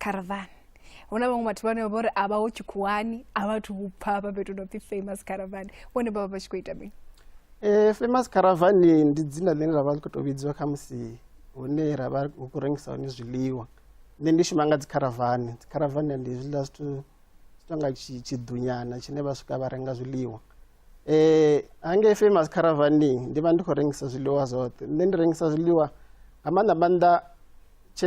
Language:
Venda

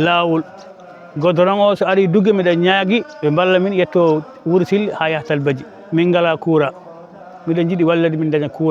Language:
Fula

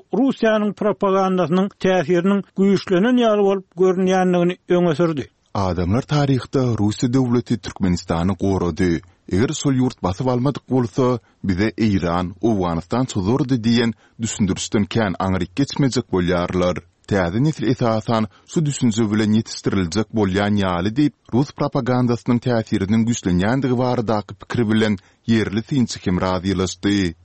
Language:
Turkmen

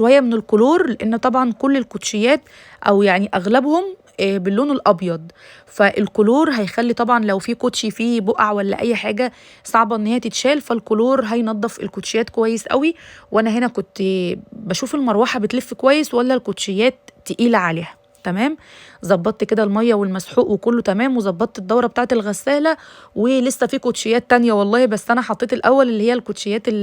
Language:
Egyptian Arabic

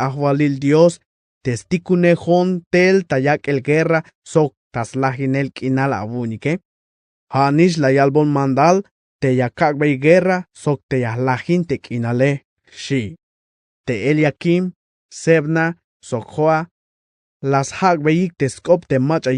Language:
Tzeltal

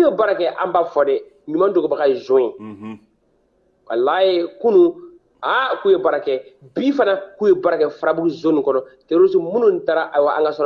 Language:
Bambara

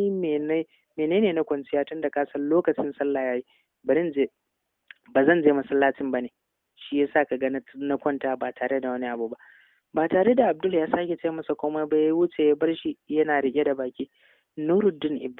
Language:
Hausa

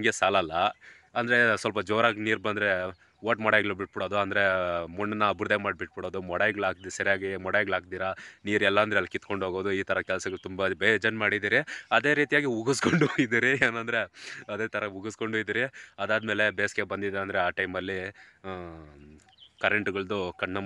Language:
Kannada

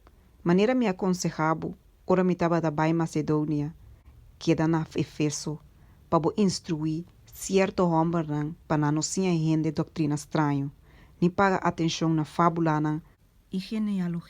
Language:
Papiamento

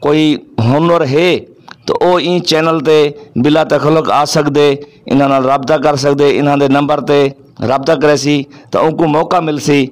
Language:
Saraiki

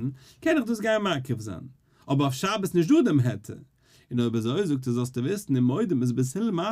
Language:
Yiddish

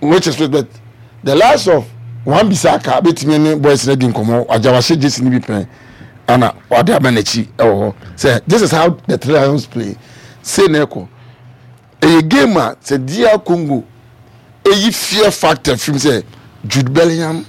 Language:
Akan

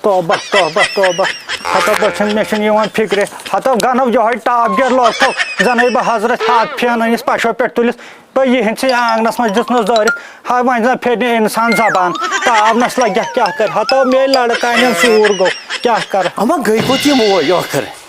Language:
Kashmiri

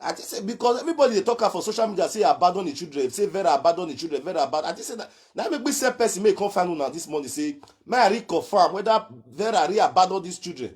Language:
Nigerian Pidgin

